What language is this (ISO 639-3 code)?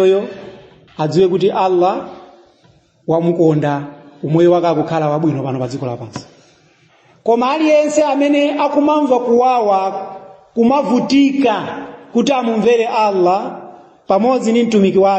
nya